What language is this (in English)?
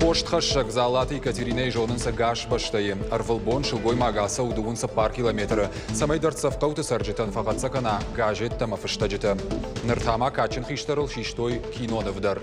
Ossetic